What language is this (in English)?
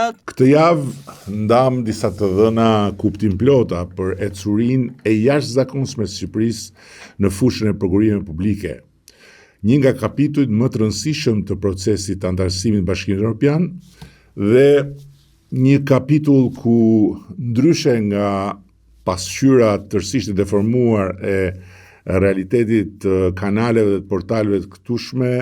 Albanian